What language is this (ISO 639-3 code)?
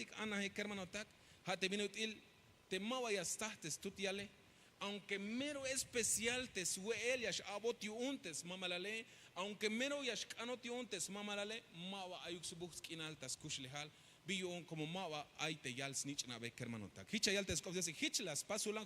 tzh